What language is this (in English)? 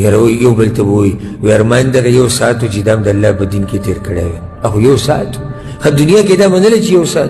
Pashto